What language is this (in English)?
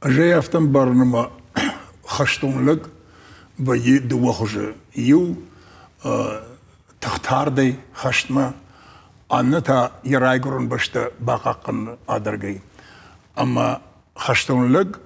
Ossetic